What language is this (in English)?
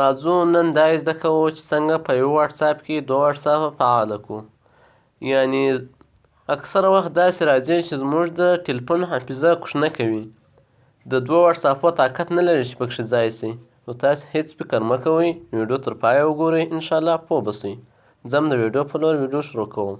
Pashto